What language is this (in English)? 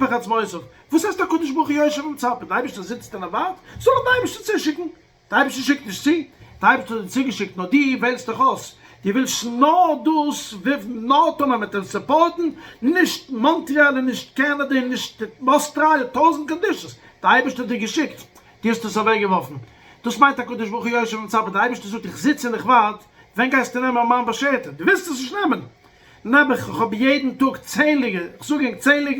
Yiddish